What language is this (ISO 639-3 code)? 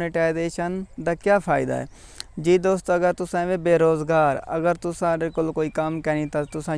skr